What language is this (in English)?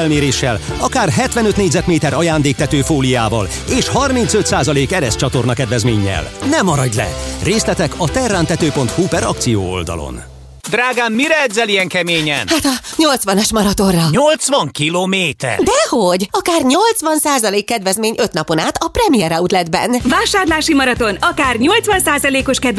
Hungarian